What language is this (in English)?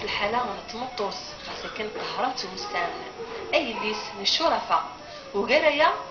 Kabyle